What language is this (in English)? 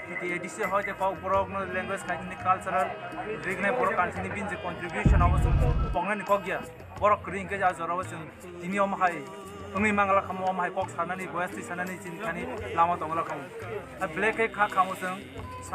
Kok Borok